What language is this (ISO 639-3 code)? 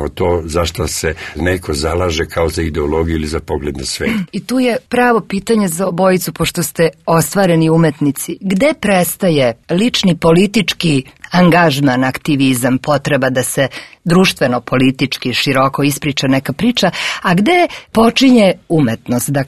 srp